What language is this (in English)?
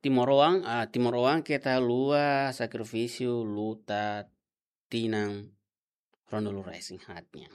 Tetum